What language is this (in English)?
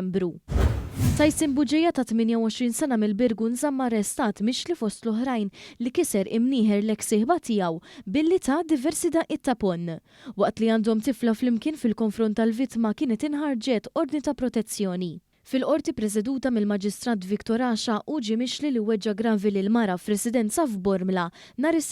Maltese